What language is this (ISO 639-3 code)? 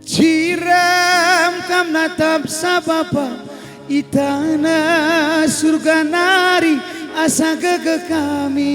btx